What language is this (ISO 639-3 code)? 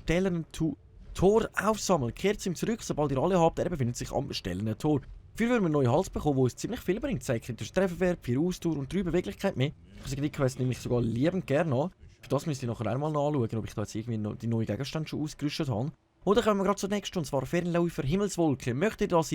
gsw